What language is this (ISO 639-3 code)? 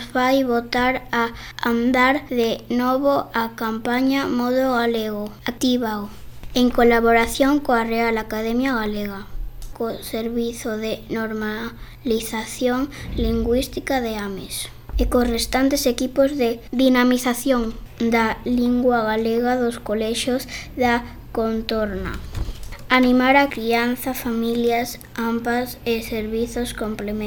glg